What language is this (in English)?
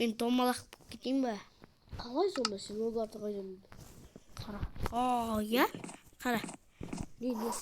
Kazakh